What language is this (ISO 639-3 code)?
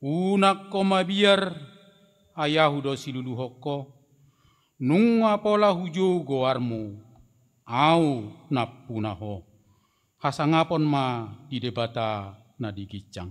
bbc